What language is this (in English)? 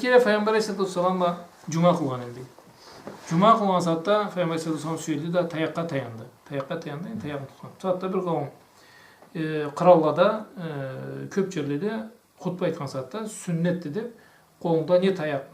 Karachay-Balkar